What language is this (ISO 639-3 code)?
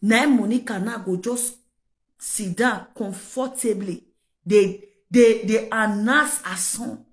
pcm